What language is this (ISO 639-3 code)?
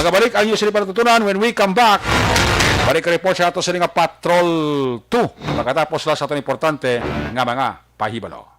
hil